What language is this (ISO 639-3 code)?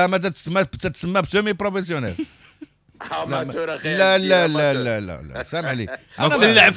ary